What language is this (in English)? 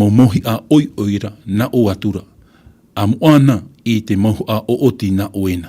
Tahitian